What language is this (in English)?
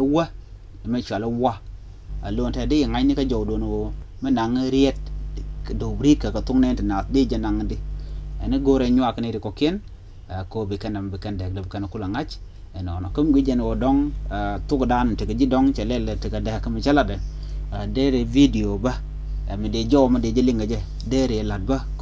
Nuer